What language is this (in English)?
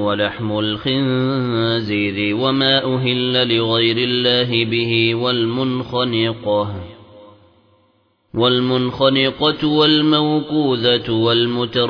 Arabic